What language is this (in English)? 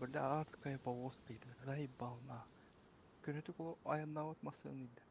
Yakut